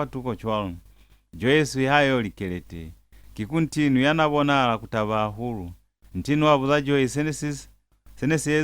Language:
Lozi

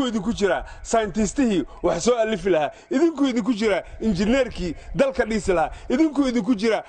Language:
Somali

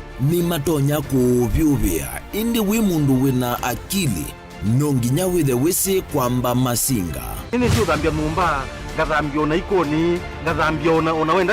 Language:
Kamba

